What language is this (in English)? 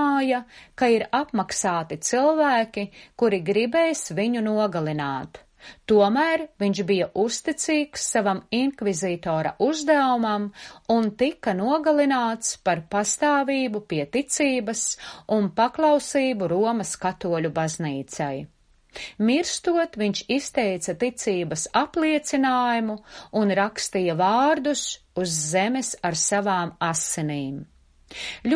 Latvian